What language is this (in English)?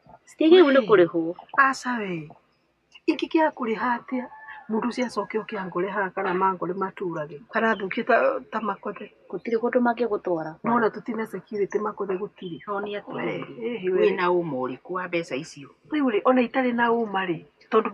Kikuyu